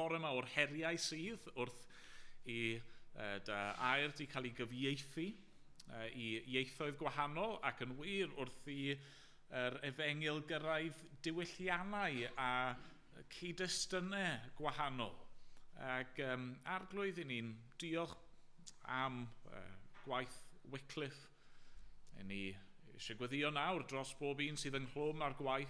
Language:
Welsh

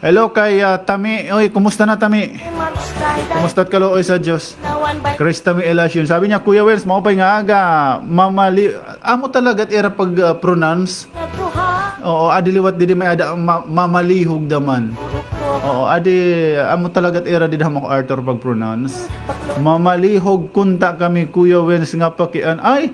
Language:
Waray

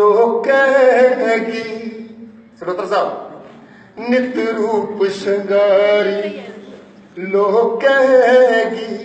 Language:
Dogri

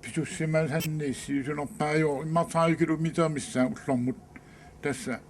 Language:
Kalaallisut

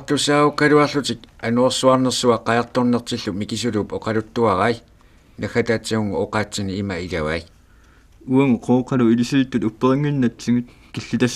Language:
Kalaallisut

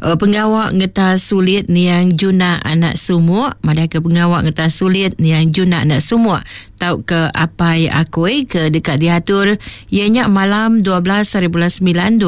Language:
Iban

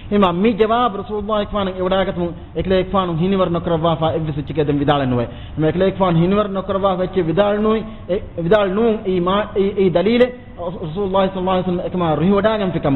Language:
Divehi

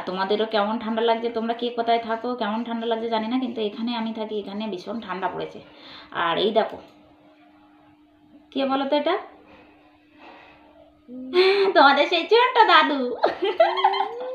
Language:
Bangla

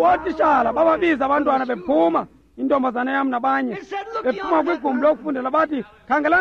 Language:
Xhosa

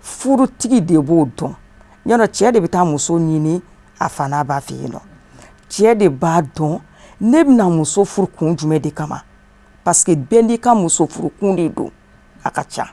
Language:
Bambara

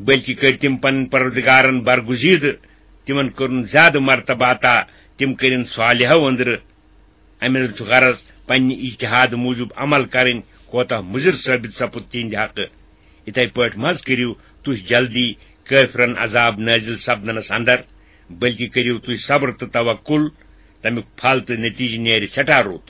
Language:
Kashmiri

